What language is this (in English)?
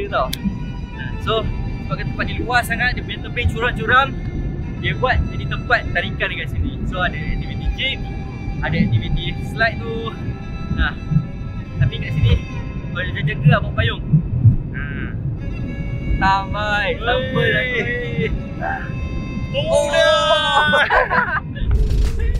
Malay